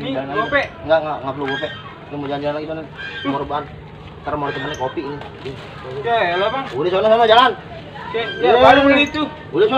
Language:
Betawi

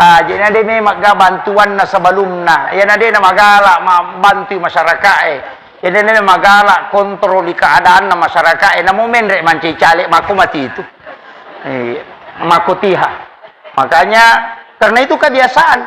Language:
Buginese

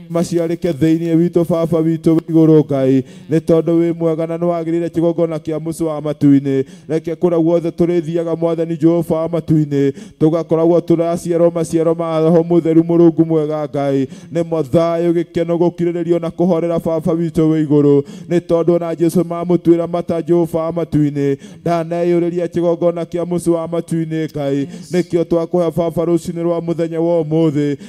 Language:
Kikuyu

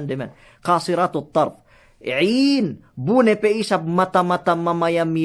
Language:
Yakan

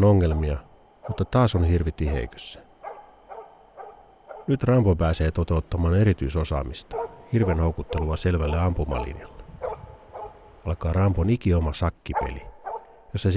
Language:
Finnish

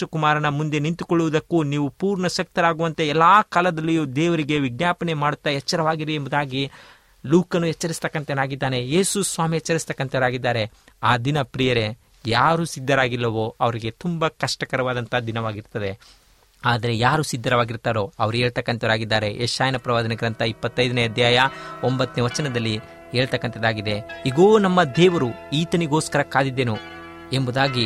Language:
Kannada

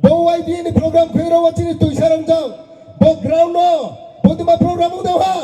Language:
Riang (India)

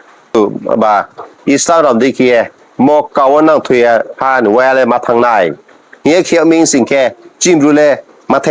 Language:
Riang (India)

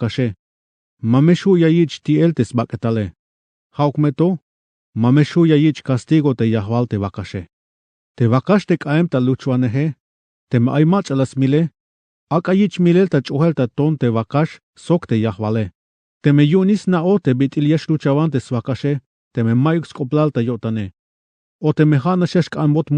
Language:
Tzeltal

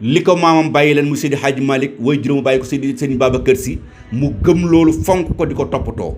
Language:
Wolof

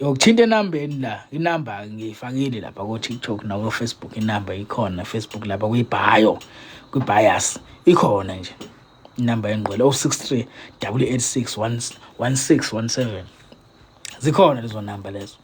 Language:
Zulu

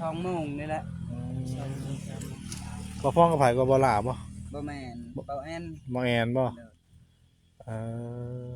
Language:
Northeastern Thai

